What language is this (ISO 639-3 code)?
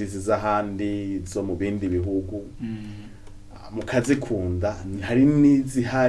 run